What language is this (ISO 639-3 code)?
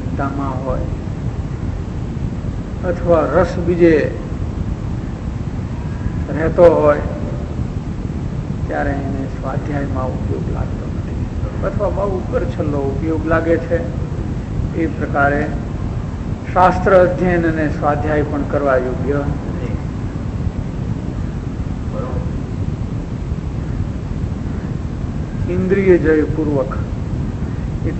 guj